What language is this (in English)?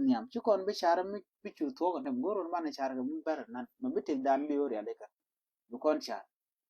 Nuer